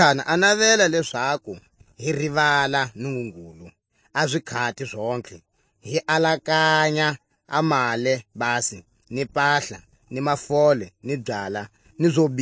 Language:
Tswa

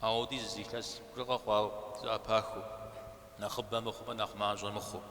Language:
Kabardian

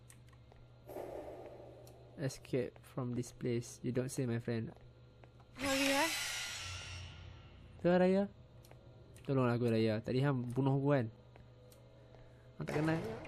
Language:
Malay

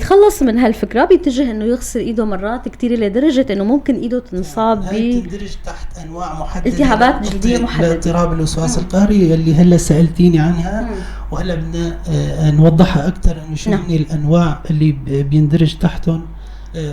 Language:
North Levantine Arabic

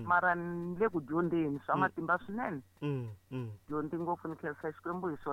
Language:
Tsonga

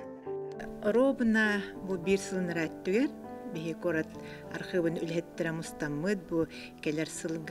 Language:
Yakut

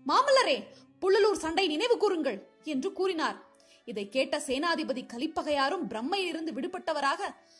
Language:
Tamil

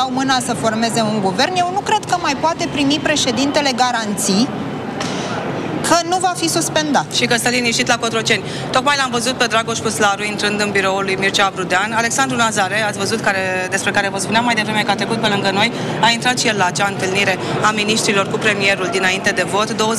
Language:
Romanian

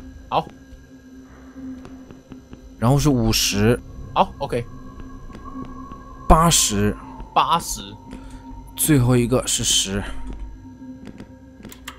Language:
Chinese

